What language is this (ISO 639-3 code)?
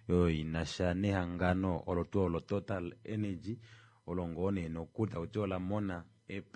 kua